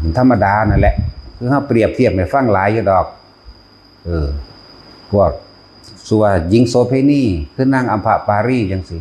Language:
Northeastern Thai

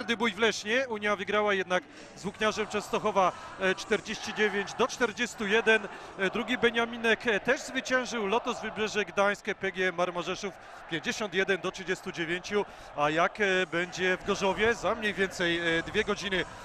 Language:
Polish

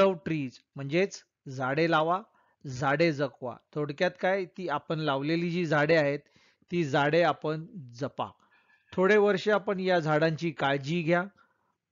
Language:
Marathi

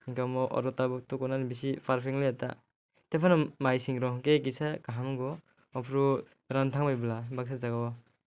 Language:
Kok Borok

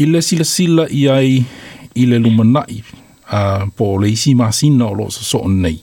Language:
Samoan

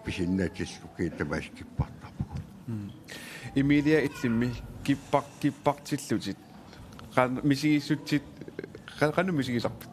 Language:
Kalaallisut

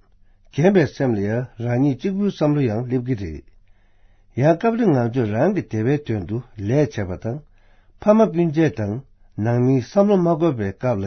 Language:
Tibetan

